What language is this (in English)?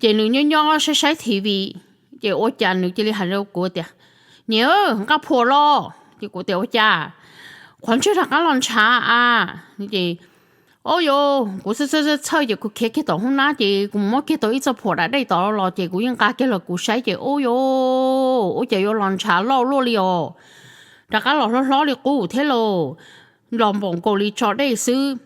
Hmong